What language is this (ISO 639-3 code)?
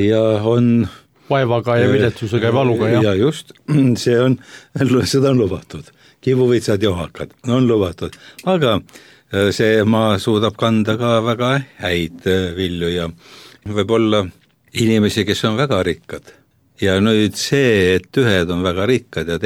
est